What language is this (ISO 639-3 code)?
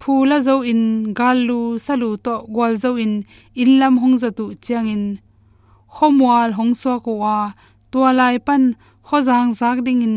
ctd